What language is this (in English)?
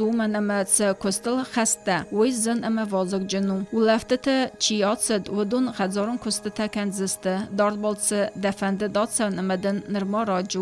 Ossetic